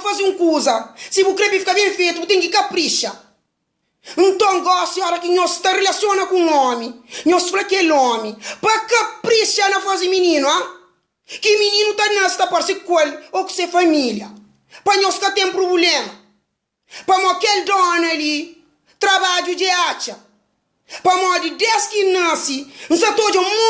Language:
Kabuverdianu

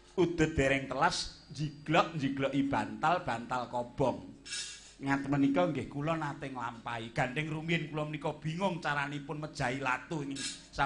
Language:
Javanese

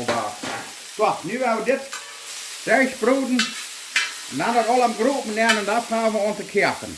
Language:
Plautdietsch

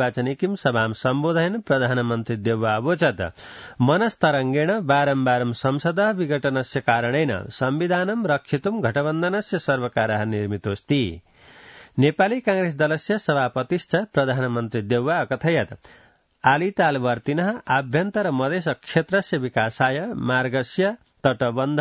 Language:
Sanskrit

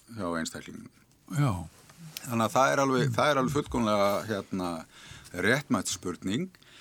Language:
Icelandic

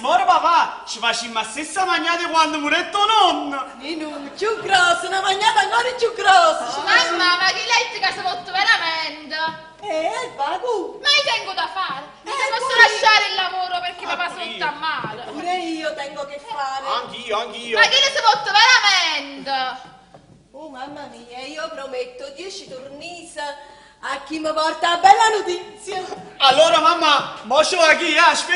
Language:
Neapolitan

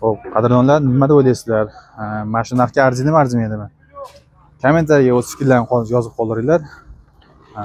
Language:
Uzbek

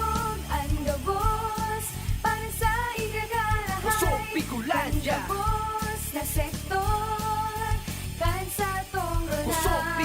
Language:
Bikol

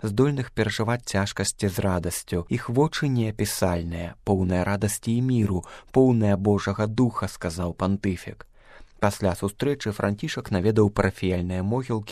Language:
Belarusian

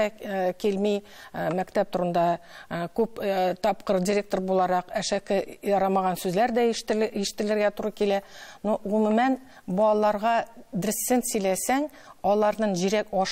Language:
Tatar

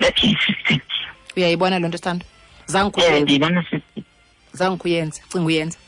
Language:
Xhosa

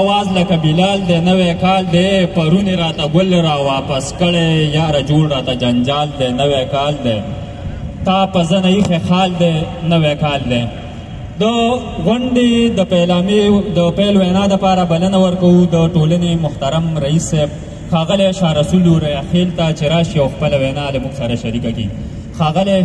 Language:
Pashto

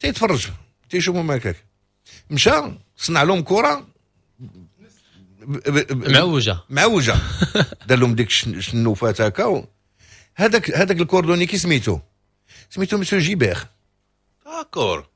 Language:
Moroccan Arabic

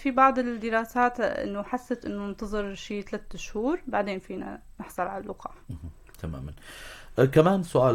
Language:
North Levantine Arabic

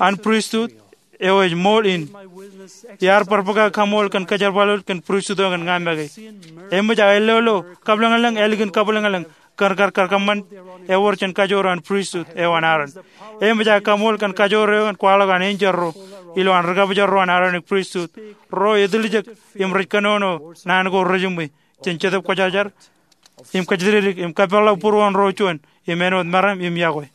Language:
Marshallese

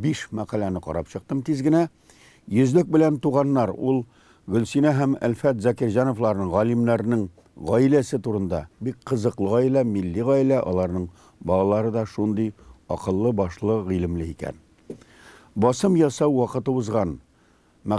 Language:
Tatar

